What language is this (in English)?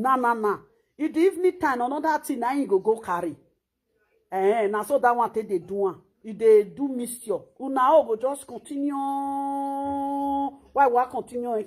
Nigerian Pidgin